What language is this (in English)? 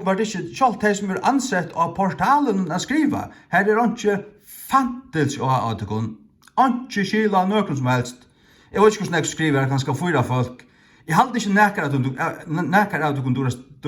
Faroese